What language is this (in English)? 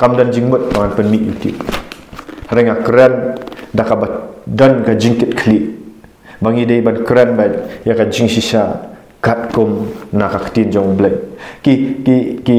Khasi